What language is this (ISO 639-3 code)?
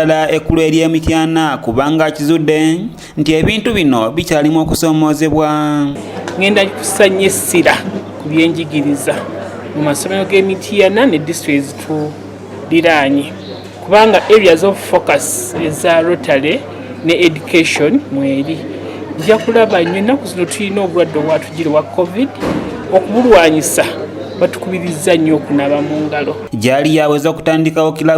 lug